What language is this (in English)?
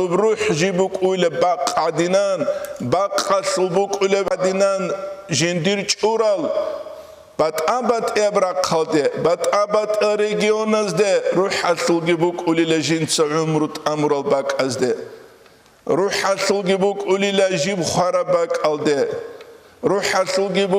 Avaric